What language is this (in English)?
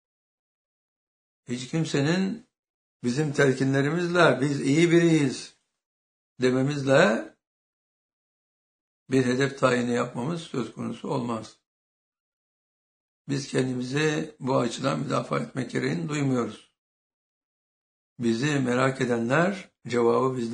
Turkish